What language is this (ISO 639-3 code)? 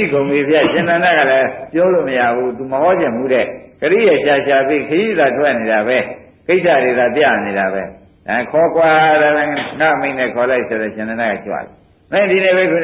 mya